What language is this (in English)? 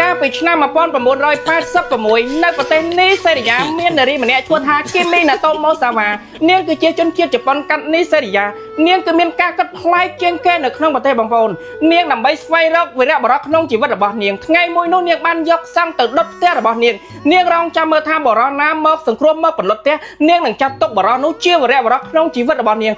Khmer